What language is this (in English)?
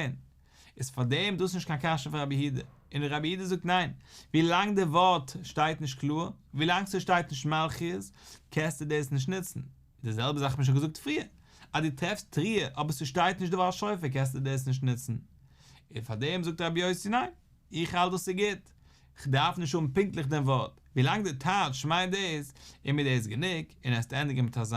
Yiddish